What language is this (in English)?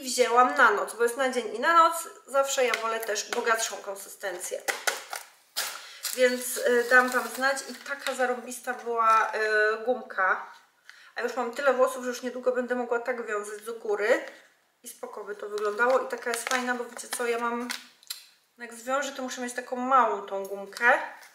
Polish